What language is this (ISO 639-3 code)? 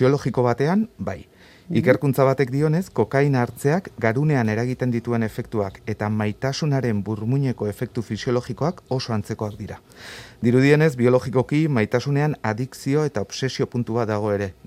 eus